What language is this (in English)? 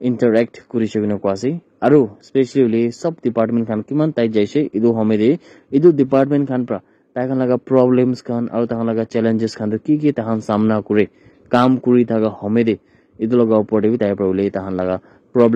Naga Pidgin